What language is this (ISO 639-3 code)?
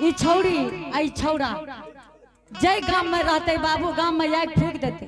anp